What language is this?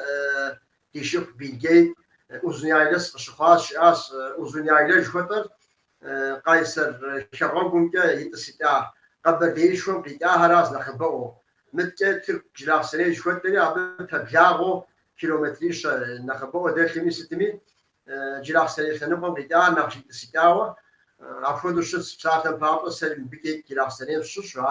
Kabardian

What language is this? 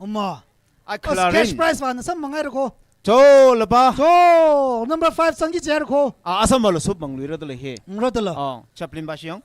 Tangkhul Naga (India)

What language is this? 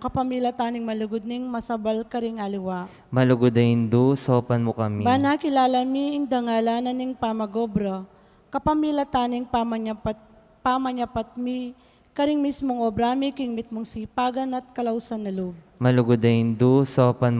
Pampanga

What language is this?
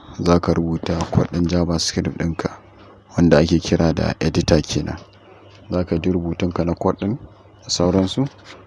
Hausa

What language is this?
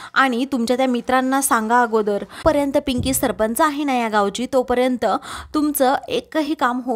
Marathi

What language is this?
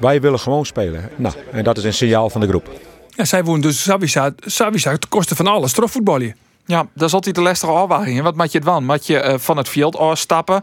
Western Frisian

